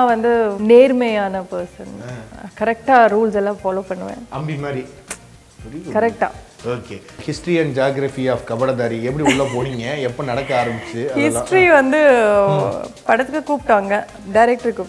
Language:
Tamil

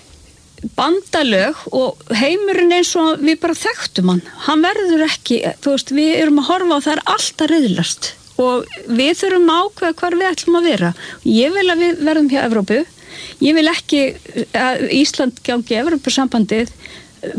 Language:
Icelandic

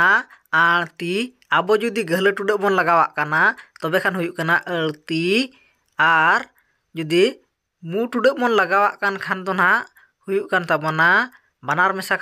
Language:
Santali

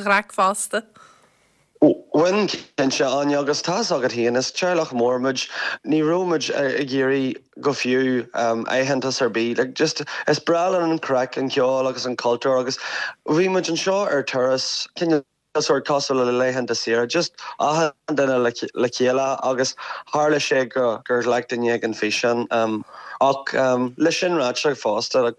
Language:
Irish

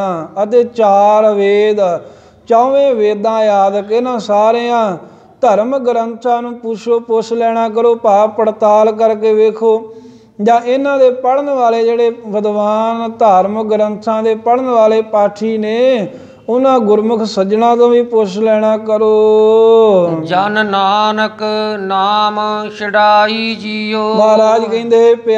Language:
Punjabi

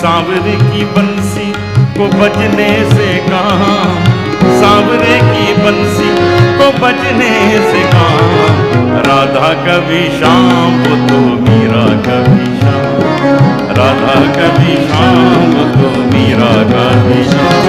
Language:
Konkani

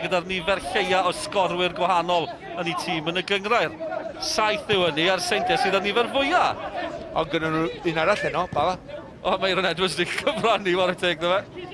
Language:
Welsh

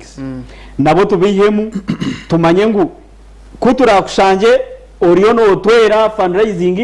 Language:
Nyankole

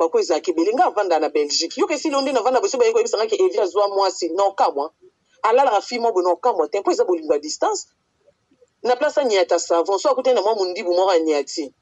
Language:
Lingala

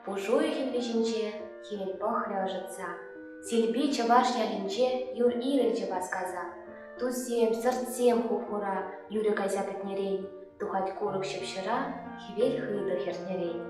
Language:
Chuvash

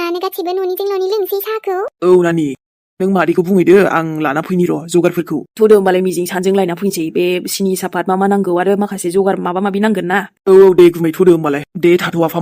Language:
Bodo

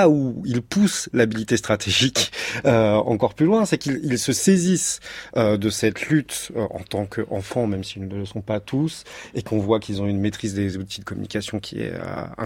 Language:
French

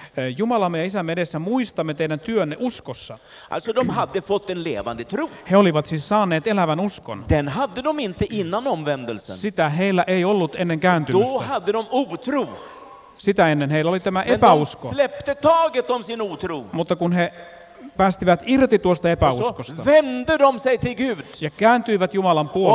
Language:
Finnish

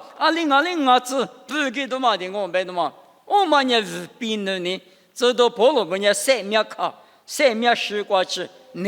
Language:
Lisu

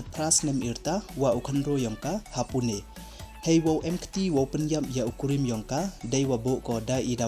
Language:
Pnar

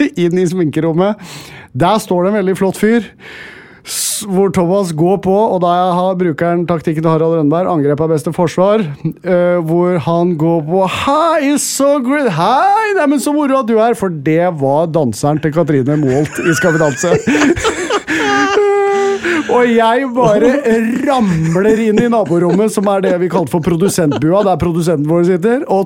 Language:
Norwegian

